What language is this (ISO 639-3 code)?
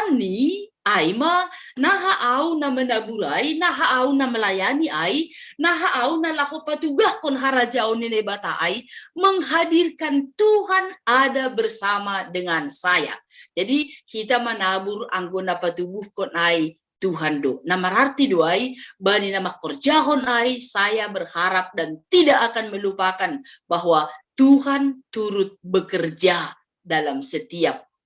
bts